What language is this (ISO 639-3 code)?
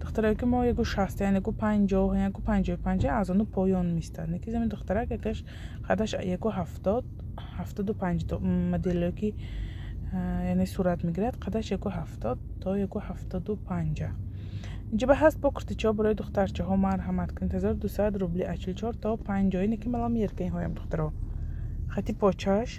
tgk